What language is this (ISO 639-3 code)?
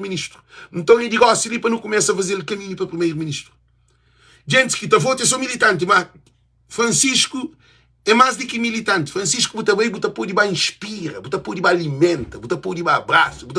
kea